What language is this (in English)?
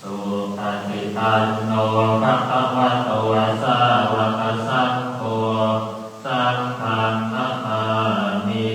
Pali